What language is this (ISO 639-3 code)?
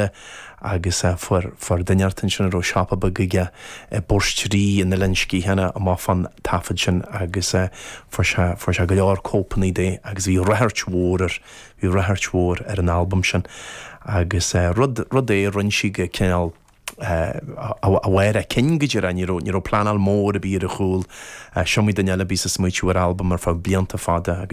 gle